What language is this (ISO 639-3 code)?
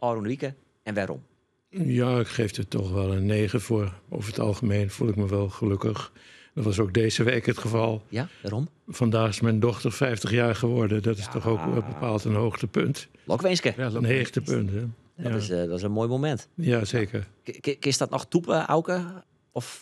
fry